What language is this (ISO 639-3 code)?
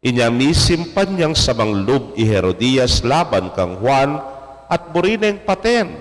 pam